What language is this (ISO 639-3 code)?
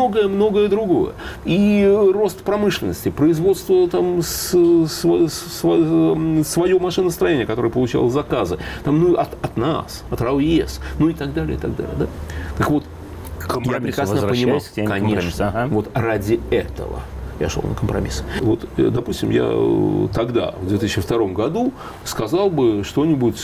rus